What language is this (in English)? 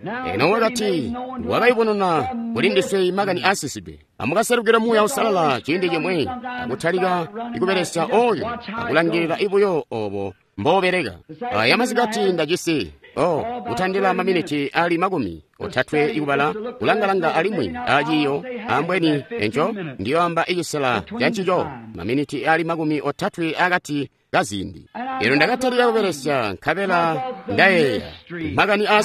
Tonga (Zambia)